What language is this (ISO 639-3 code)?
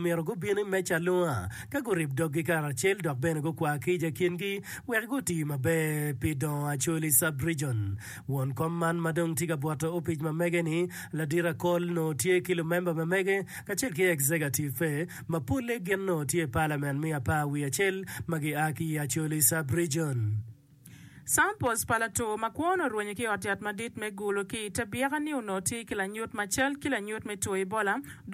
ach